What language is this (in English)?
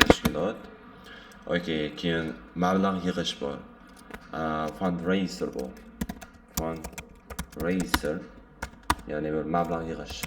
Uzbek